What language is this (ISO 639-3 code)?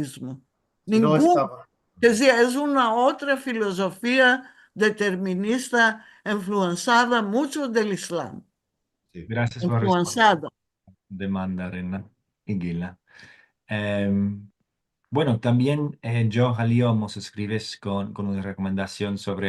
lad